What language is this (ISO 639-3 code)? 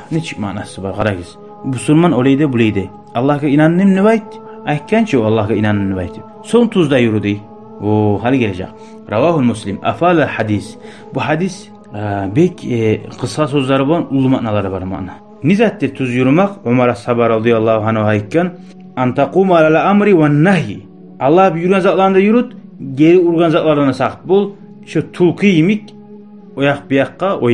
kum